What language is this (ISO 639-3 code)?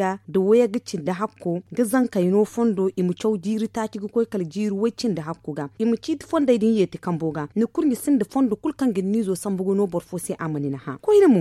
dje